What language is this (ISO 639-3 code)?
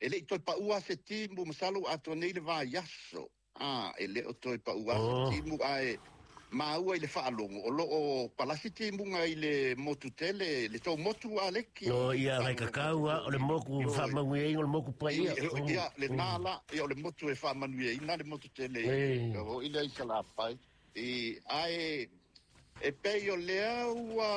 smo